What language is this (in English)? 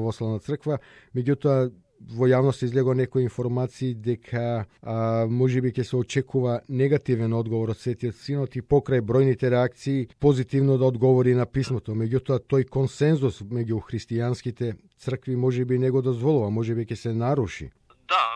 Macedonian